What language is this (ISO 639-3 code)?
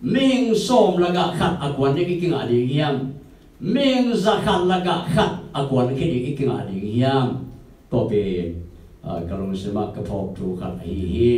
ctd